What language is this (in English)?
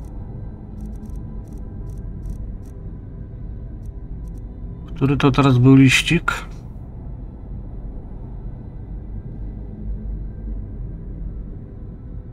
Polish